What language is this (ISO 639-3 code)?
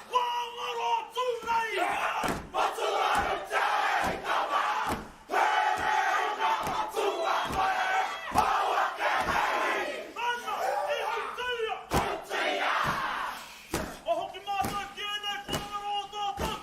mri